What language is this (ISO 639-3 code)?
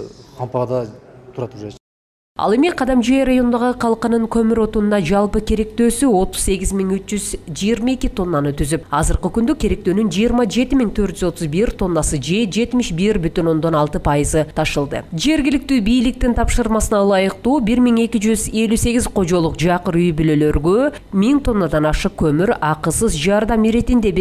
kir